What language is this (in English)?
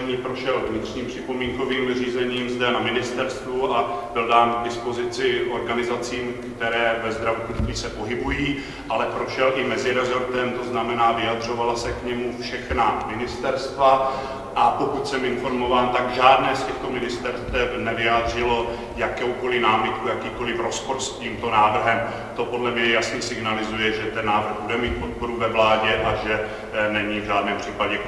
Czech